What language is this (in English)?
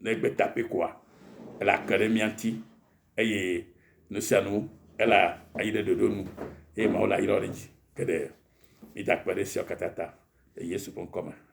Ewe